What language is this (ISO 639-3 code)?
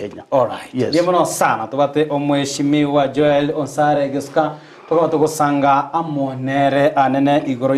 guz